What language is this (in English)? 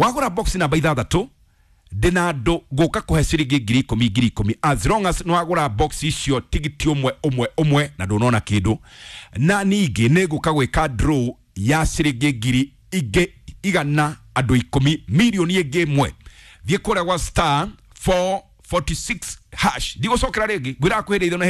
Kikuyu